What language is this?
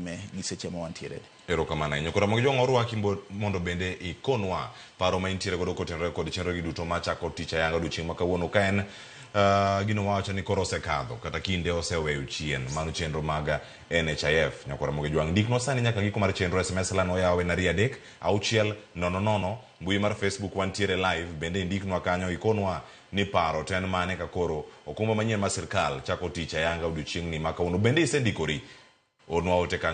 Luo (Kenya and Tanzania)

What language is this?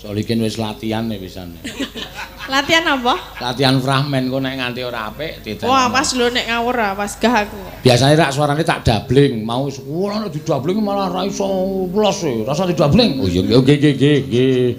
Javanese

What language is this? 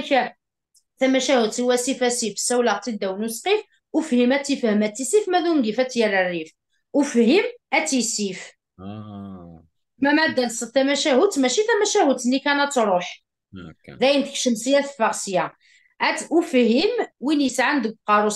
Kabyle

